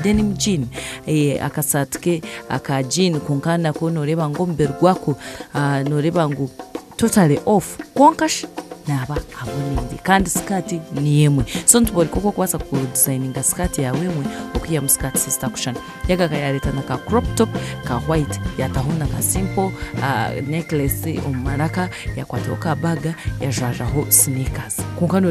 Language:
Nyankole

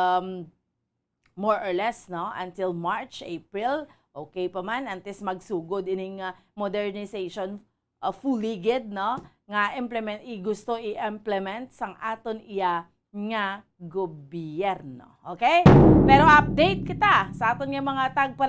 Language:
Hiligaynon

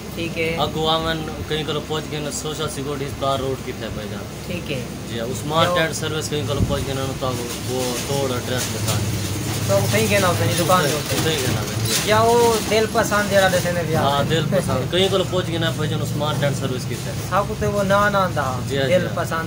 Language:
Saraiki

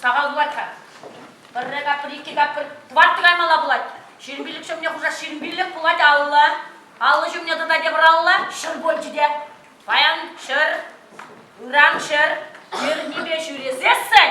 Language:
Chuvash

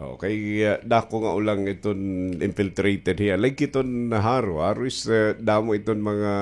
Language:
Waray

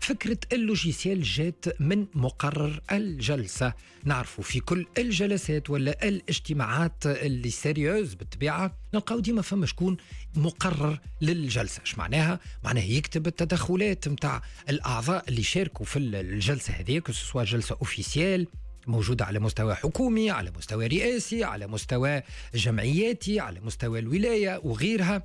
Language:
Tunisian Arabic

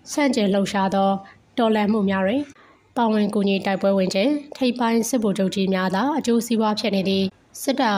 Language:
Burmese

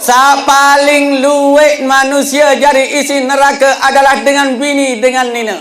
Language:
Sasak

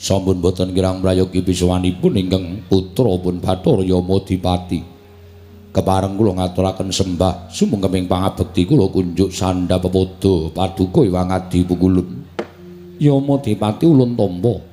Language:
Javanese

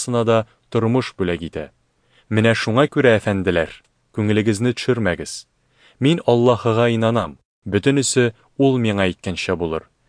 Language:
Tatar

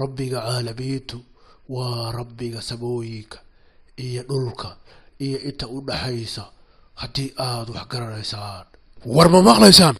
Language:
Somali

